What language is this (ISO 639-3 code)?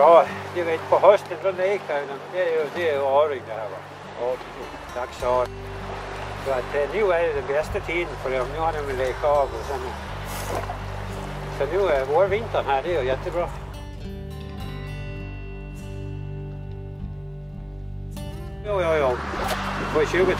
swe